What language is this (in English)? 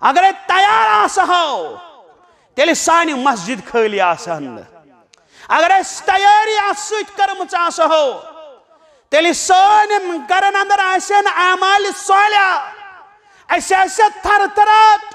Kashmiri